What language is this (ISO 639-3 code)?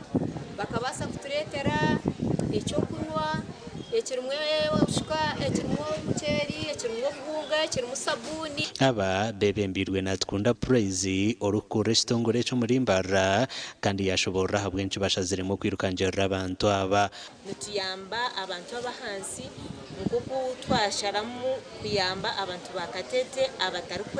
nyn